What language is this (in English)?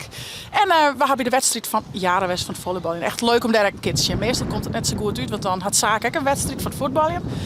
Western Frisian